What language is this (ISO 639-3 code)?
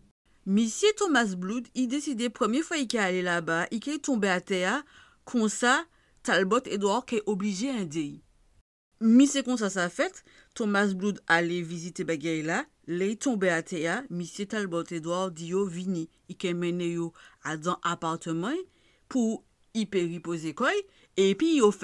gcf